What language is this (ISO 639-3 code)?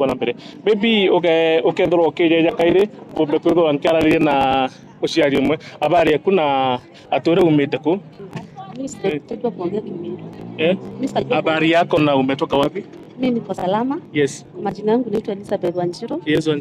mer